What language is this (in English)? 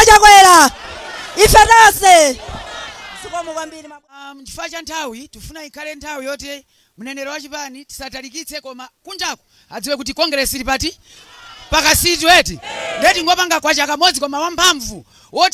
Nyanja